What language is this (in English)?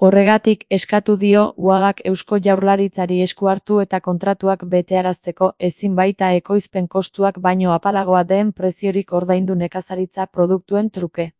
Basque